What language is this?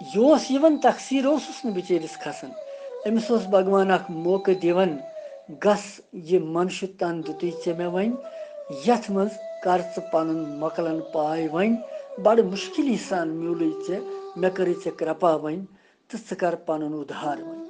Kashmiri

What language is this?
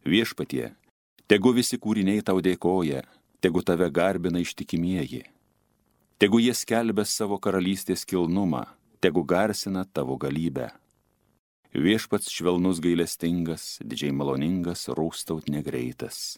Lithuanian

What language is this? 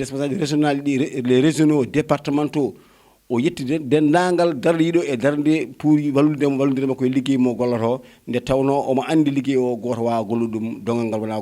Fula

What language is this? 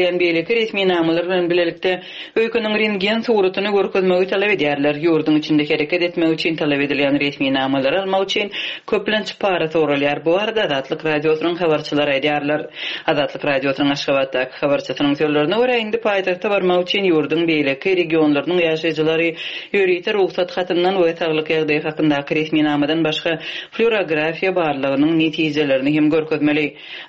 Turkmen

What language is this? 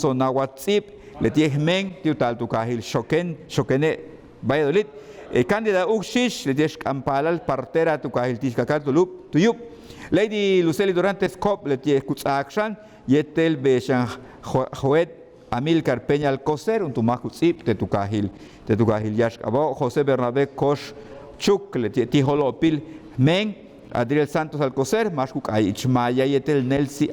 Yucateco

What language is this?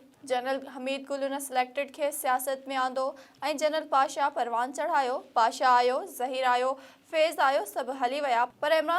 Sindhi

